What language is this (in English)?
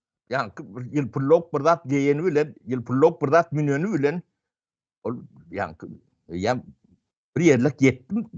Turkmen